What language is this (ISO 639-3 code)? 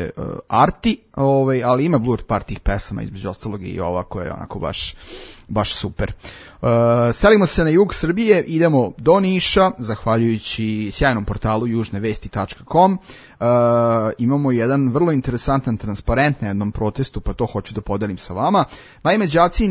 srp